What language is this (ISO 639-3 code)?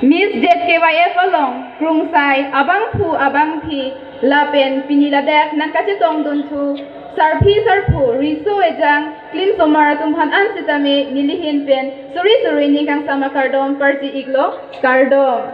mjw